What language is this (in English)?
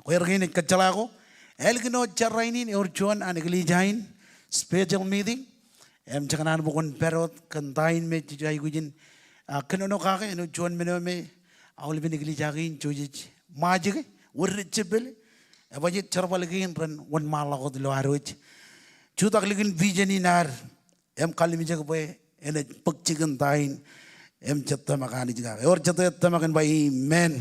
Marshallese